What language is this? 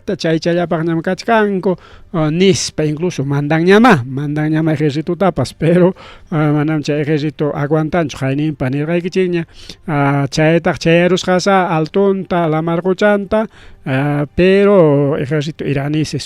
Ayacucho Quechua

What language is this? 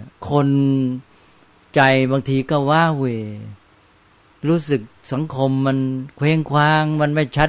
Thai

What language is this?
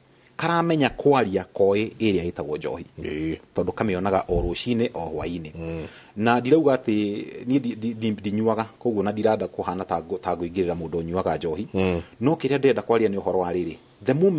Kikuyu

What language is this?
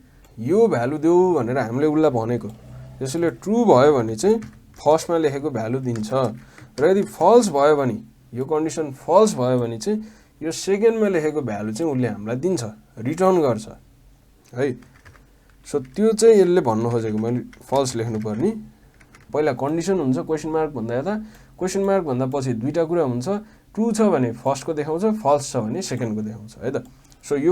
Nepali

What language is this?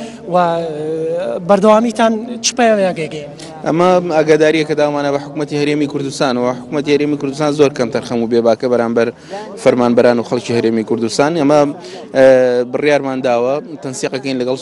Central Kurdish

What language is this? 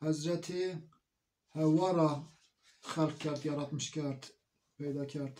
Zaza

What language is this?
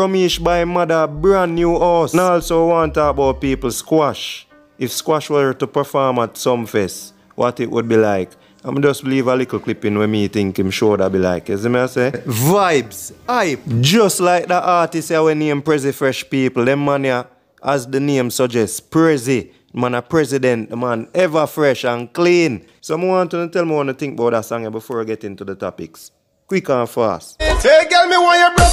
Jamaican Creole English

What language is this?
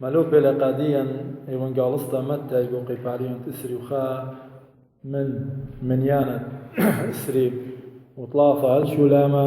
Assyrian Neo-Aramaic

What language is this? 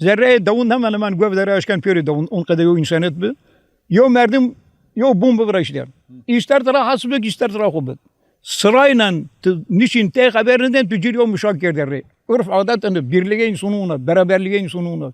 Zaza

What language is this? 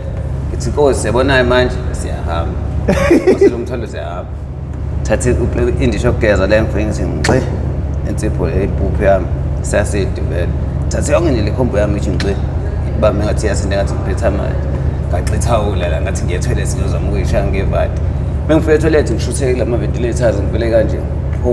Zulu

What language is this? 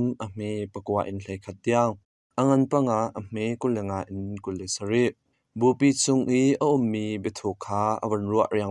Hakha Chin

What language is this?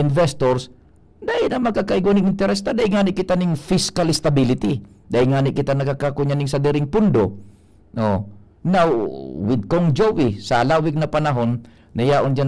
Bikol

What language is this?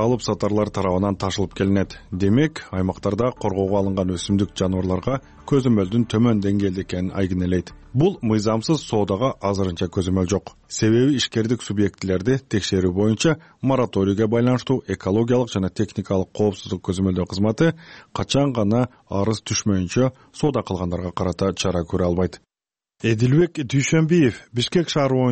Kyrgyz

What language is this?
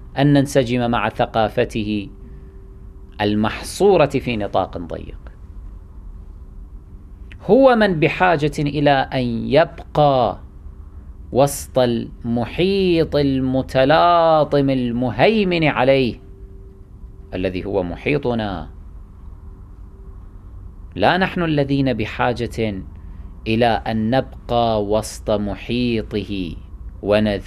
Arabic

